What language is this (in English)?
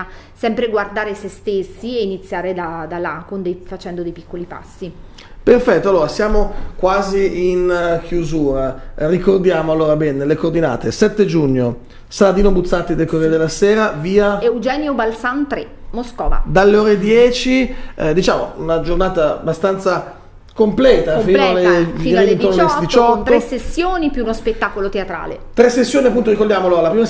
Italian